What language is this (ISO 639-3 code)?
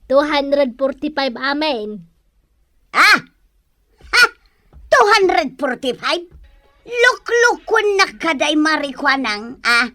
ilo